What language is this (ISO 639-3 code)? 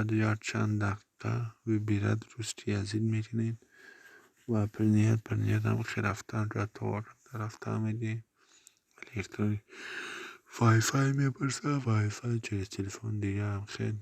tgk